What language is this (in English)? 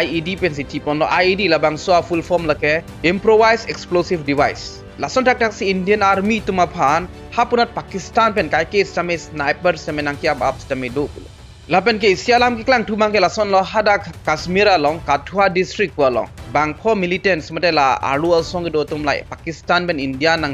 Karbi